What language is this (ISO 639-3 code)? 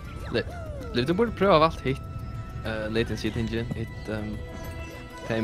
fao